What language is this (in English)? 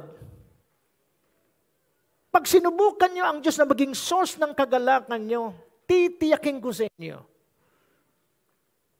Filipino